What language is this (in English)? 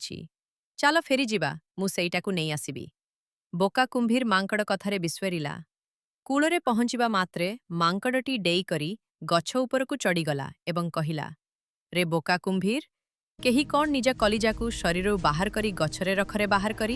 Odia